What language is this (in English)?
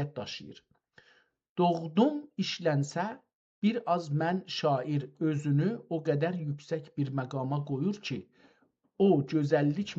South Azerbaijani